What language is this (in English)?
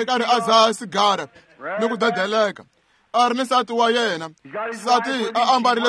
Tsonga